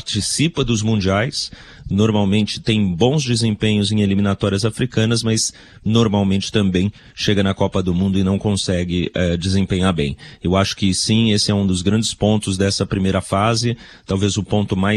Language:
Portuguese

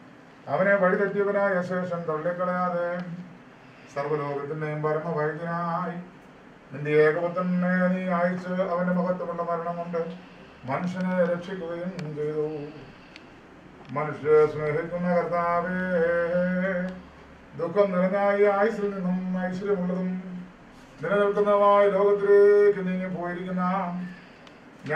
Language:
Malayalam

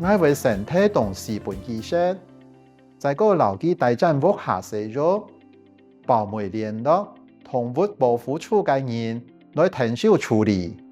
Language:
Hakka Chinese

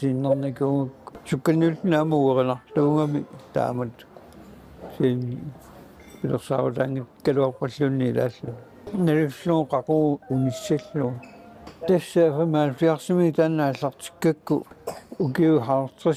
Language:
Kalaallisut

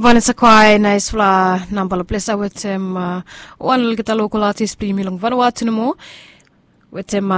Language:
Bislama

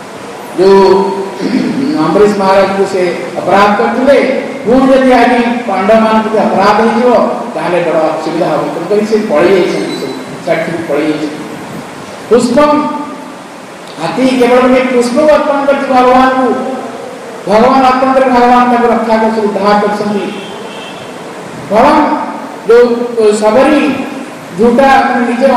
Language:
Odia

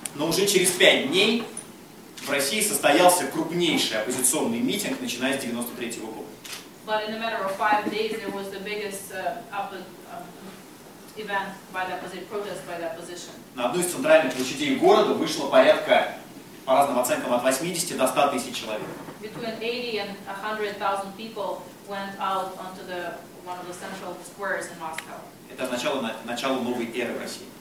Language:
Russian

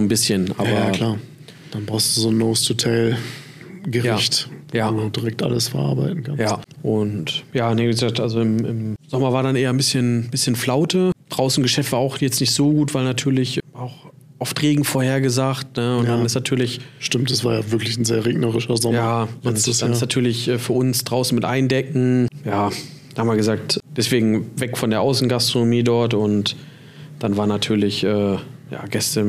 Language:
German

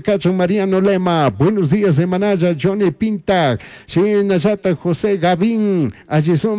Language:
Chimborazo Highland Quichua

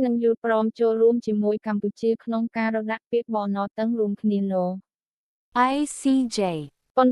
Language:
Khmer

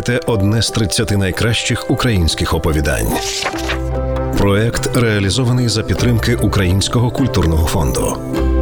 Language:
Ukrainian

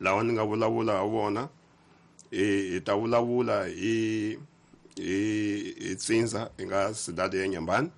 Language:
Tsonga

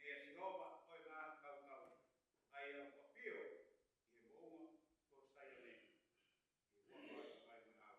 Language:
Tongan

